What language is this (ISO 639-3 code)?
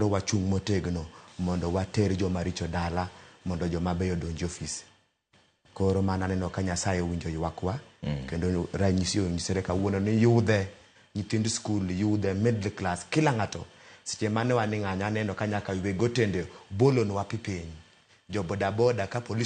luo